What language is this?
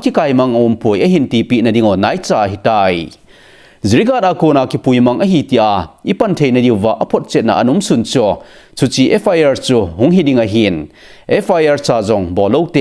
Thado Chin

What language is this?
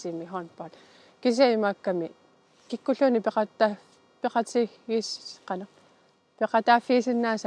Kalaallisut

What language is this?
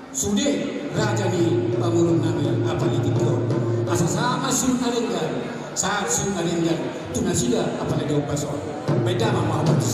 Batak Toba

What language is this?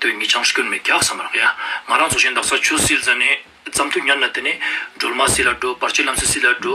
Ladakhi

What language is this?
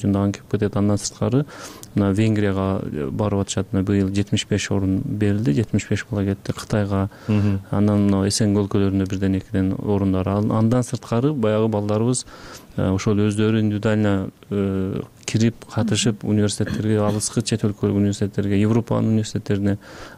Kyrgyz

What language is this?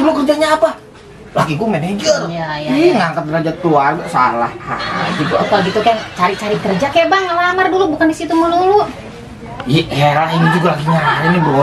Betawi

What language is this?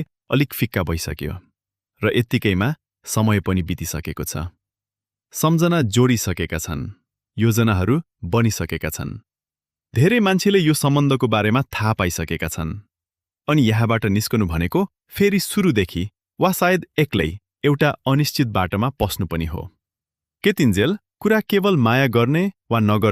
Nepali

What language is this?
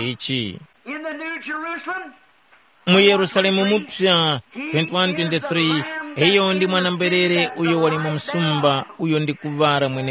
Tumbuka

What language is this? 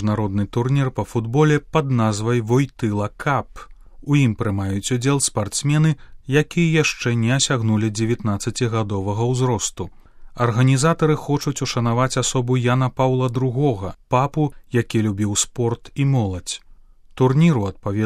Belarusian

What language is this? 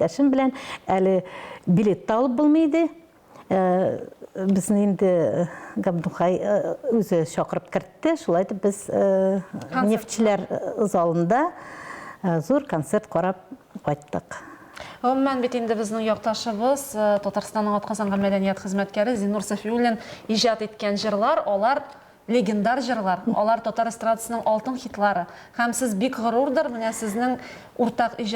Tatar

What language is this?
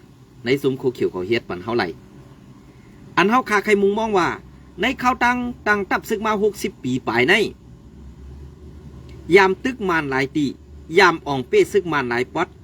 Shan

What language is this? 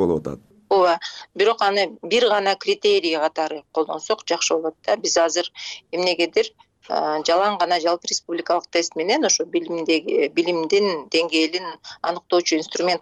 Kyrgyz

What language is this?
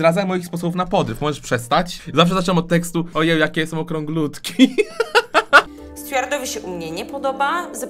Polish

